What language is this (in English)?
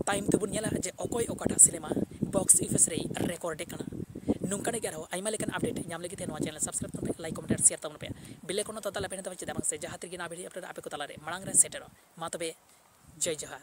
Santali